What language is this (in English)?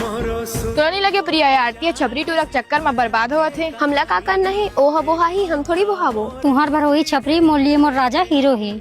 Chhattisgarhi